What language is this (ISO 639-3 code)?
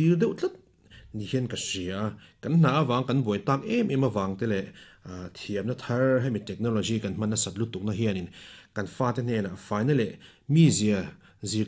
lus